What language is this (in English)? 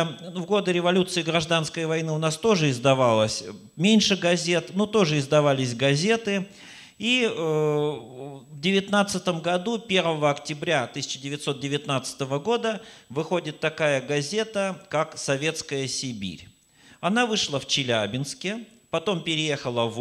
Russian